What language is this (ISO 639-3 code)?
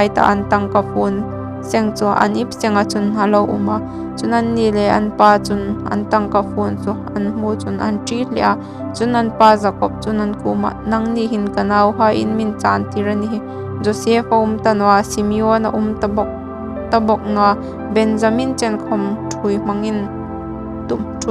hmr